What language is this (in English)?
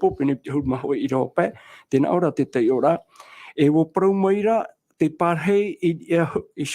Tahitian